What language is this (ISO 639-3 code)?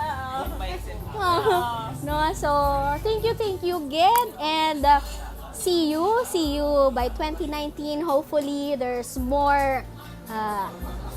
hil